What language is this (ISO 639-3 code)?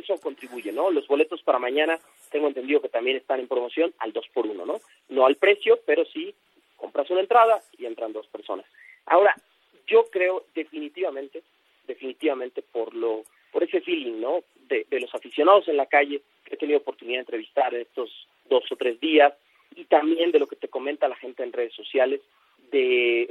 spa